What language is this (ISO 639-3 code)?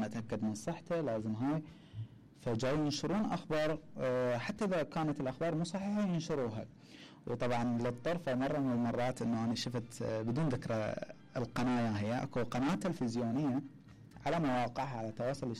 acm